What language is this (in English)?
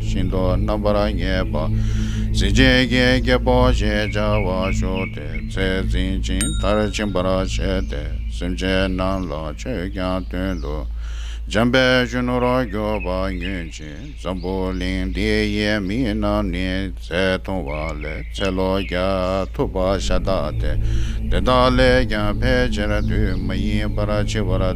Tibetan